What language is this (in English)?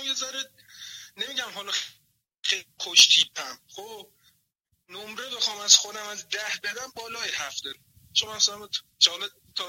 Persian